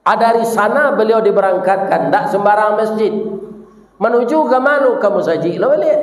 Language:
Minangkabau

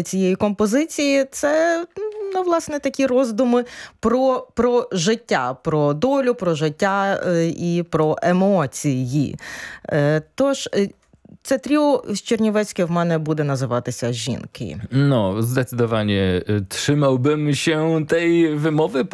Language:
Ukrainian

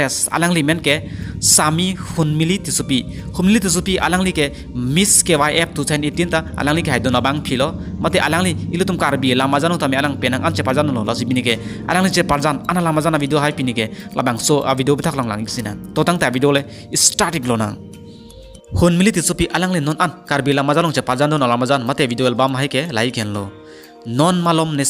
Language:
Karbi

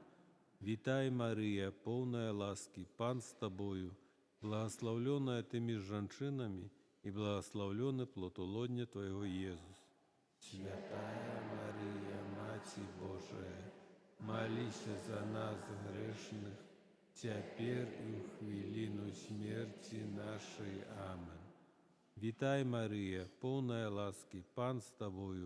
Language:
Belarusian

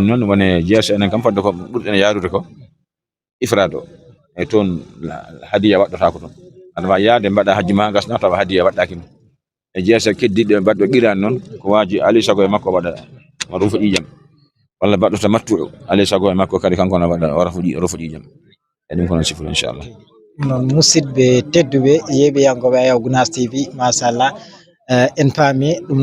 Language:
Fula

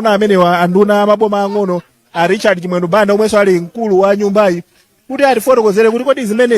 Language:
Nyanja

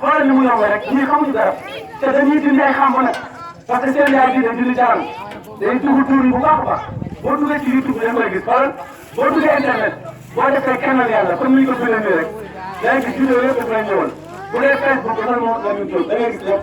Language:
Wolof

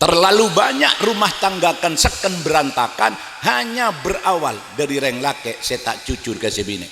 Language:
Madurese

